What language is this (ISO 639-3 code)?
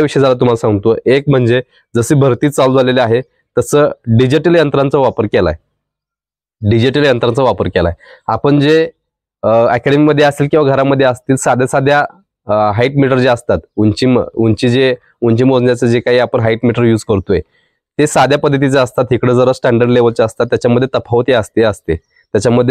mar